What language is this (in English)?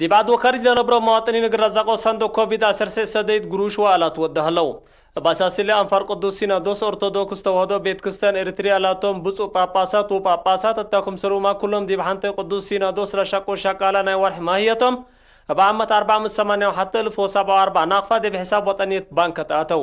Tigre